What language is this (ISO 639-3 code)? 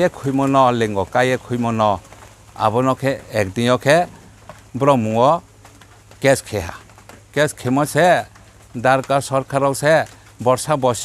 ria